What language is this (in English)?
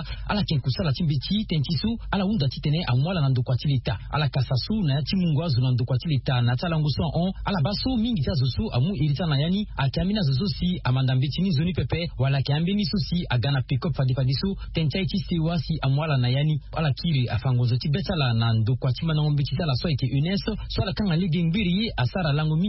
Sango